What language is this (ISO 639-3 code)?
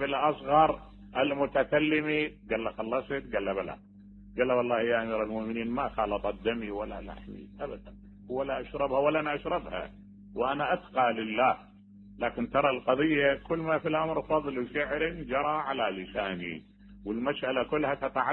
acm